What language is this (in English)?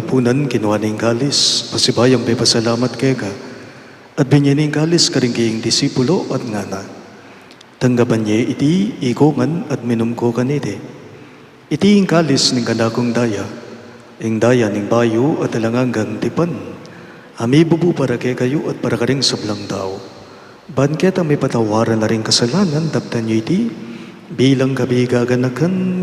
Pampanga